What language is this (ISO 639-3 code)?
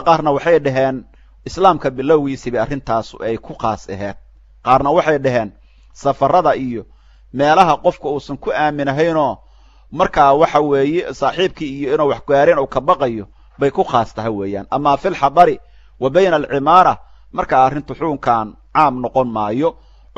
som